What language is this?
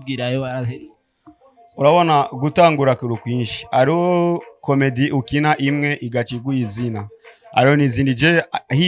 Rundi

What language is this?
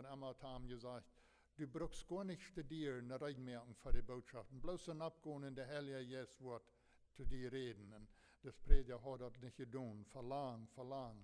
Plautdietsch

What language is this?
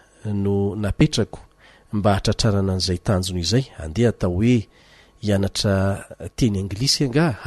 Malagasy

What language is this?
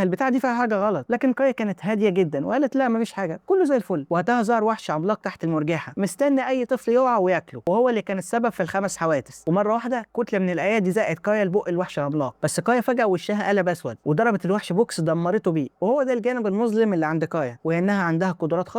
Egyptian Arabic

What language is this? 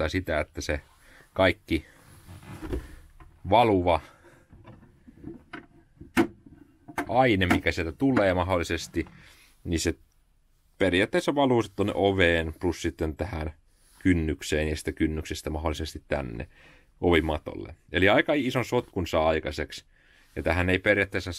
Finnish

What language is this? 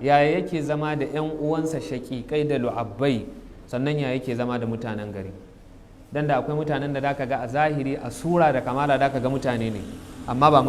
Hausa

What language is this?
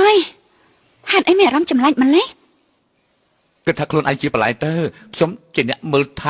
Khmer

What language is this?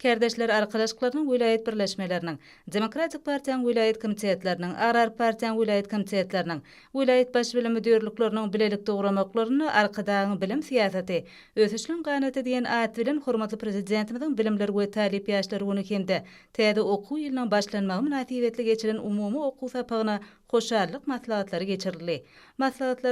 Turkmen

